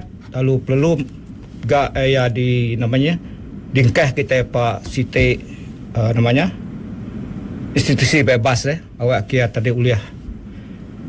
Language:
Malay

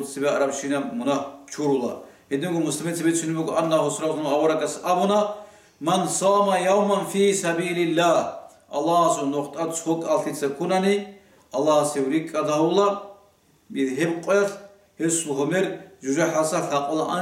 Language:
Avaric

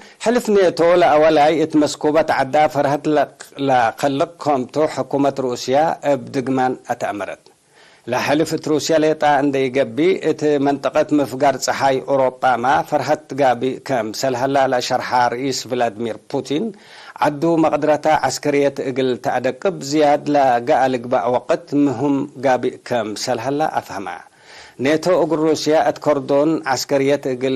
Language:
Tigre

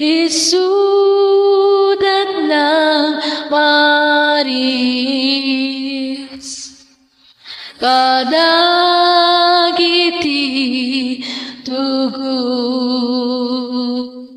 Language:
Iloko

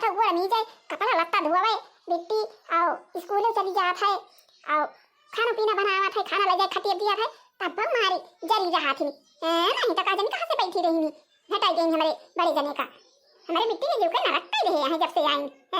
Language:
Awadhi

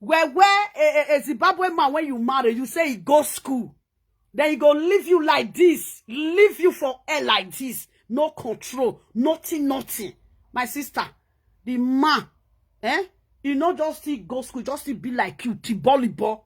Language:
Nigerian Pidgin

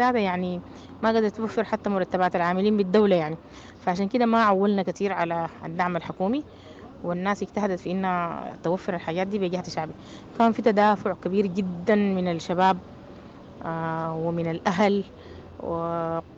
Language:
Sudanese Arabic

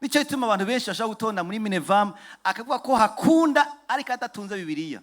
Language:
Rundi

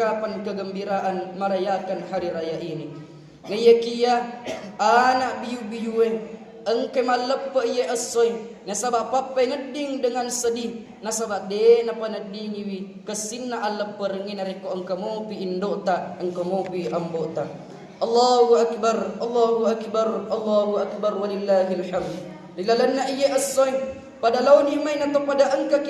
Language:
Buginese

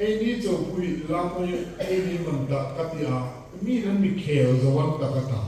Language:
Hmar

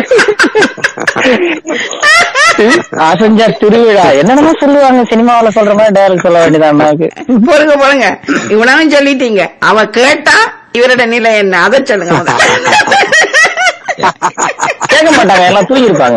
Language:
Tamil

